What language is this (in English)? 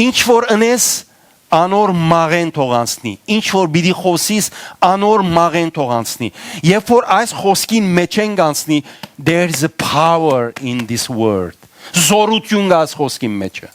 Western Armenian